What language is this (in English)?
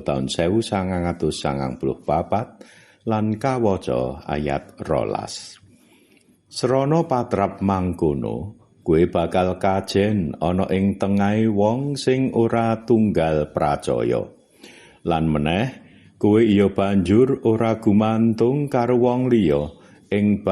Javanese